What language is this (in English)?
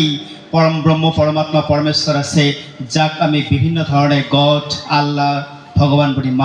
Assamese